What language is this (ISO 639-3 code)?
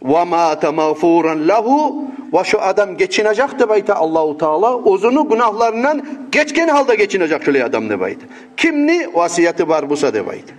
kum